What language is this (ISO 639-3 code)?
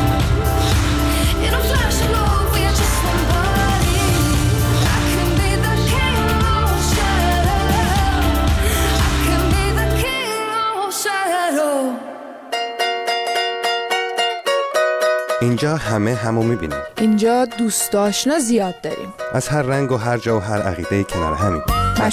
fas